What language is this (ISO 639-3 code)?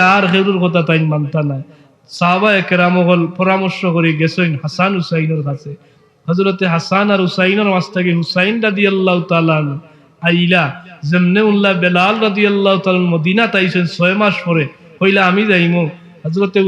syl